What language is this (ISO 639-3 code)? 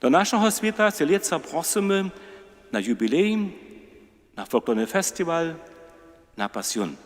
hsb